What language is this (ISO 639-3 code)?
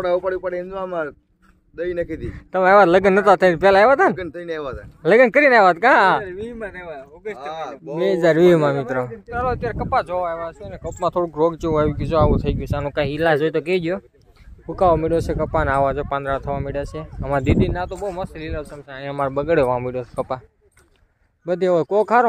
guj